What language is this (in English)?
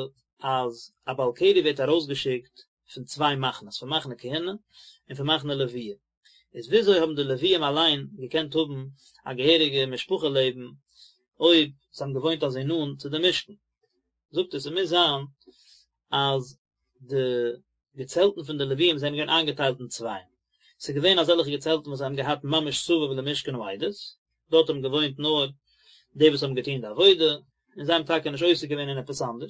Yiddish